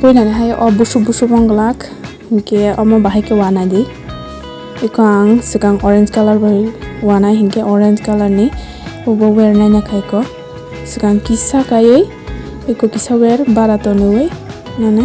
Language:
Kok Borok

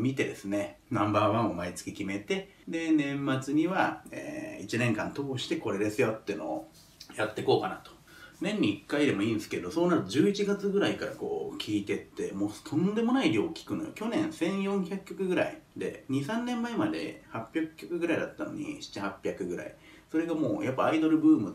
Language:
Japanese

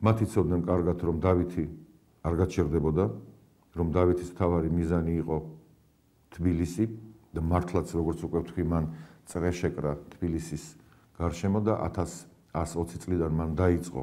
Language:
Georgian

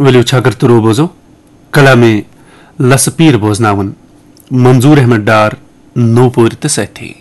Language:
Kashmiri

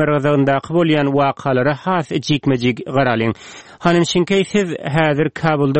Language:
Turkmen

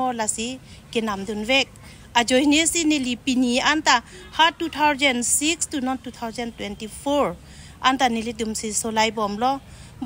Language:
Karbi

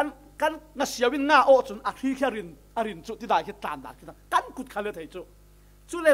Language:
Falam Chin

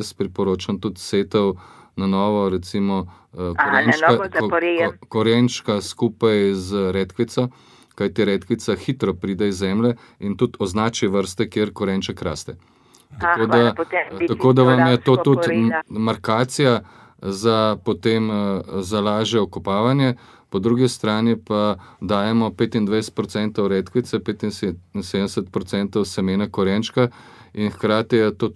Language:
Slovenian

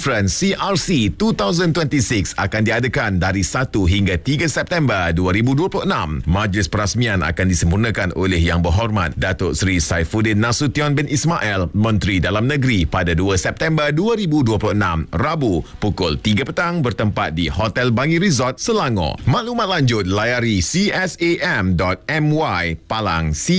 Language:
Malay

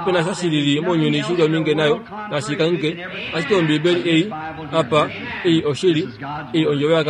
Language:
Kuanyama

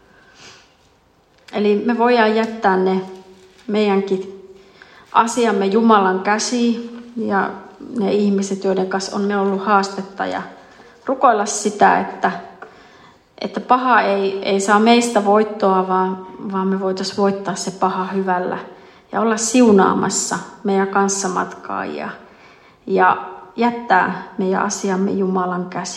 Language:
Finnish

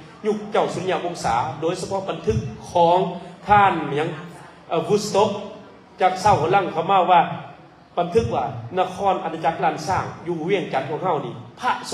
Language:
Lao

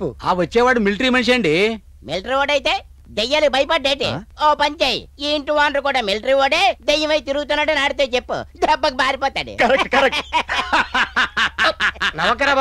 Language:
Telugu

